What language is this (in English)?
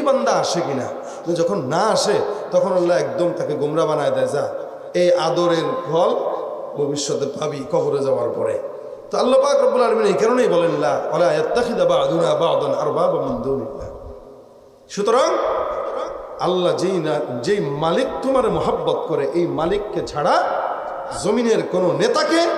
Bangla